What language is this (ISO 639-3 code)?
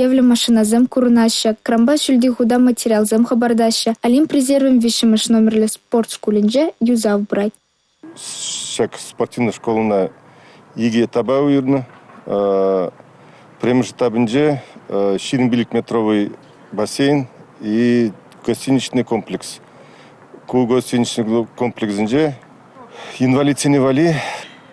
chv